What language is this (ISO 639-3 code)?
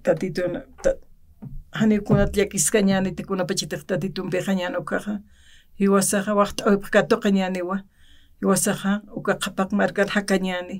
aym